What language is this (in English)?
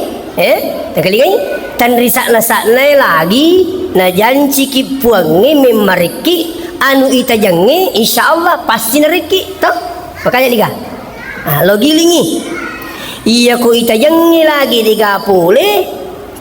Buginese